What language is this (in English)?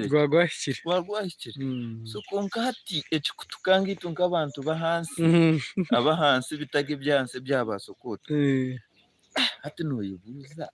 Nyankole